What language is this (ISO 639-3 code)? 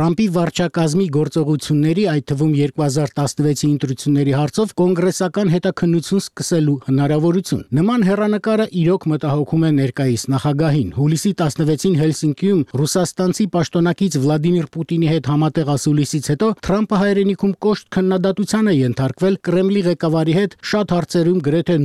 hye